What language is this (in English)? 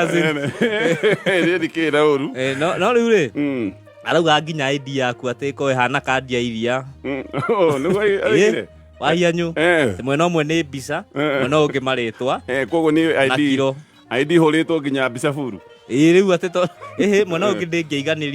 Kikuyu